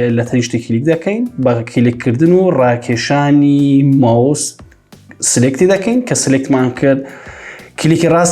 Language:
Central Kurdish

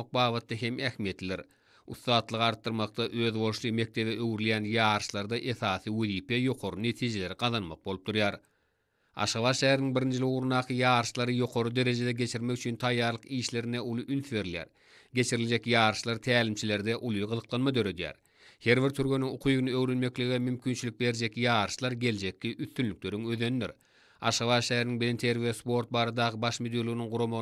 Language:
Turkmen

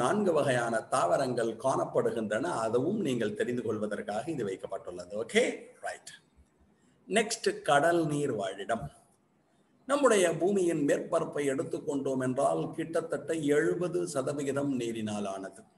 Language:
Tamil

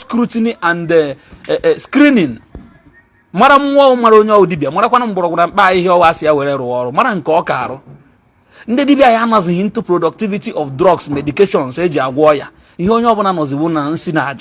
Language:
Igbo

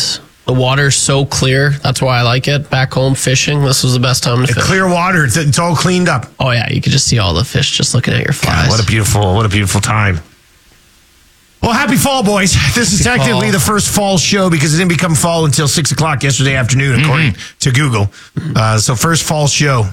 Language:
English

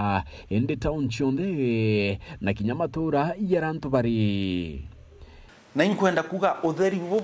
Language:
Meru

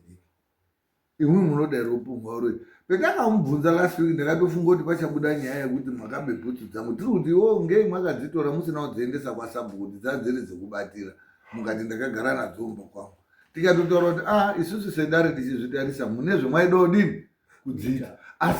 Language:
Shona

